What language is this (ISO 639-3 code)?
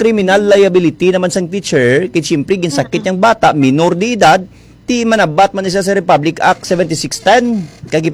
hil